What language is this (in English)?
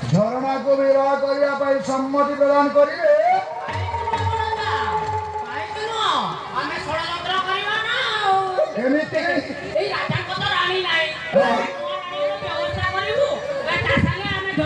Odia